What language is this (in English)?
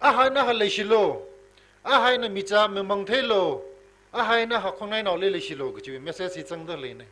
Tangkhul Naga (India)